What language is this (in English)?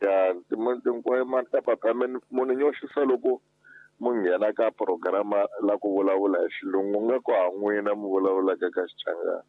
Tsonga